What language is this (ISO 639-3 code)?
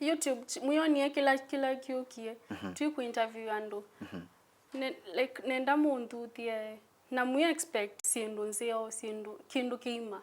kam